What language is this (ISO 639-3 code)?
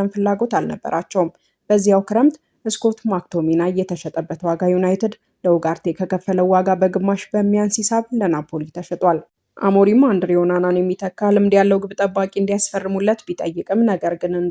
amh